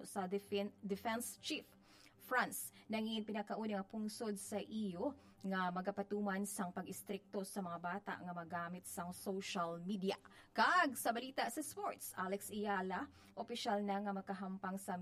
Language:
Hiligaynon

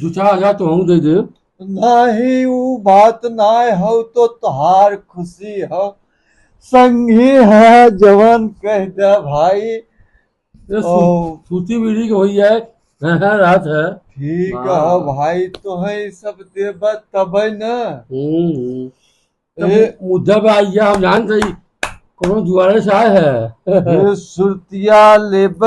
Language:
Awadhi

